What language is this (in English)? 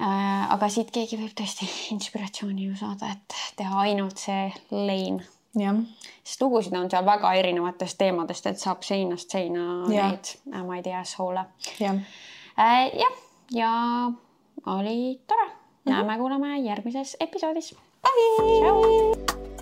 Estonian